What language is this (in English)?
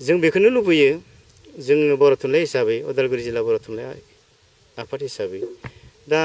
Bodo